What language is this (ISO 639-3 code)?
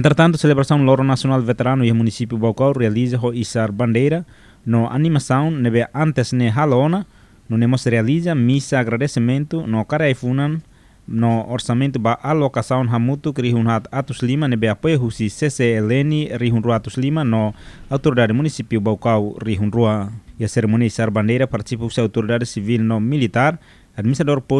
tet